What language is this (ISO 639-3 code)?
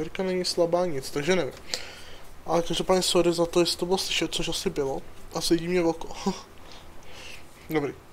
ces